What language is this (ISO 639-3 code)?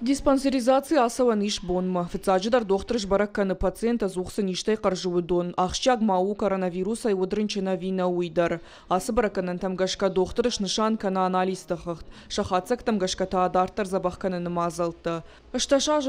oss